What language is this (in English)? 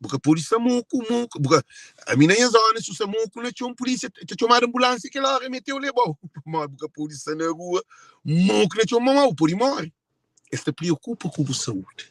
Kabuverdianu